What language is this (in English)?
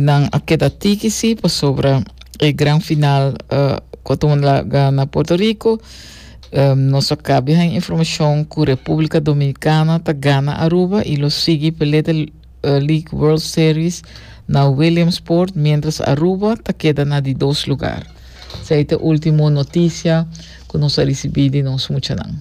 Papiamento